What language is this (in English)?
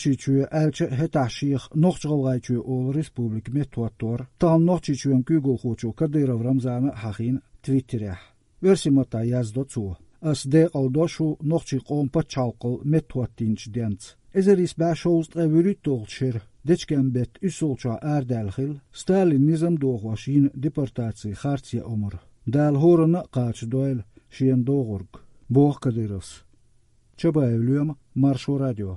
Chechen